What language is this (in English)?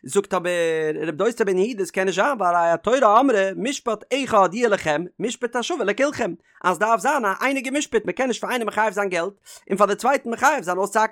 Yiddish